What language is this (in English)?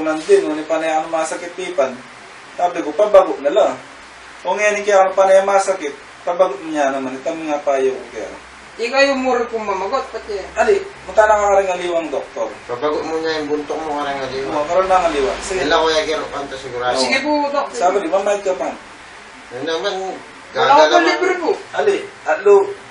Pampanga